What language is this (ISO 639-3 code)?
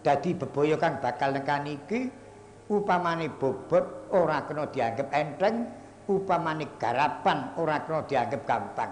jav